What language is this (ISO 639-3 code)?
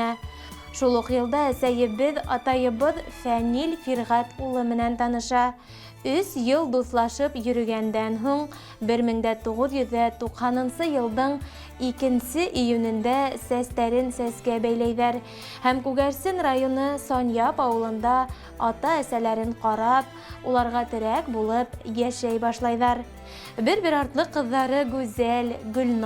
bak